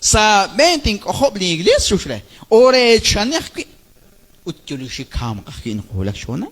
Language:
Kekchí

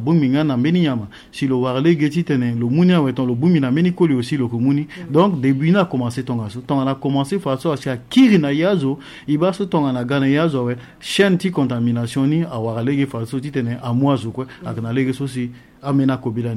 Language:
Sango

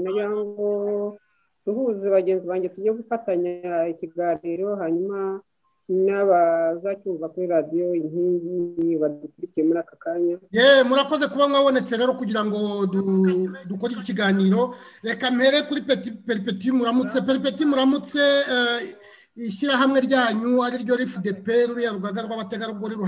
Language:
Kinyarwanda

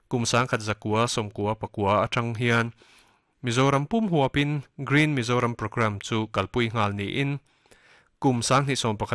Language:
Mizo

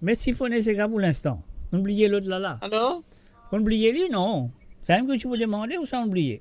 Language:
Morisyen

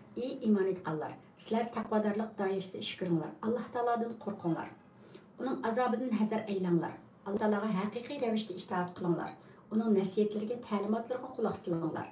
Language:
Uyghur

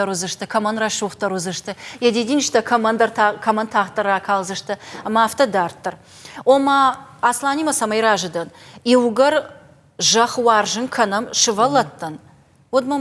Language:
Ossetic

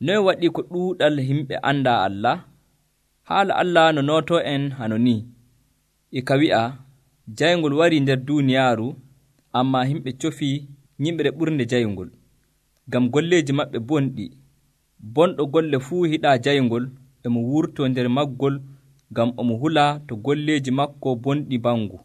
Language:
Nigerian Fulfulde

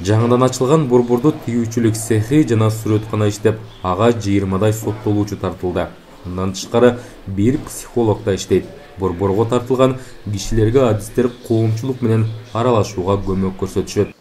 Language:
Kyrgyz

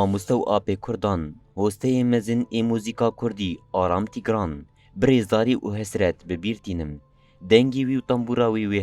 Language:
Kurdish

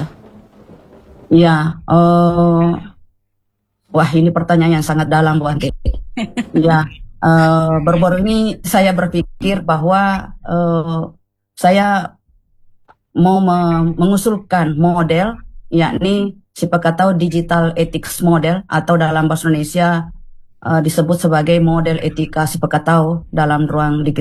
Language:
Indonesian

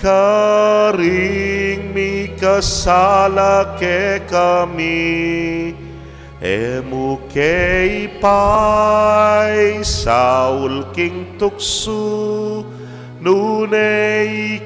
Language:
Pampanga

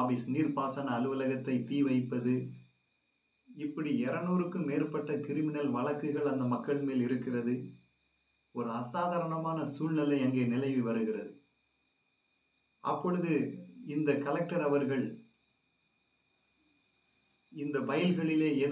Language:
Tamil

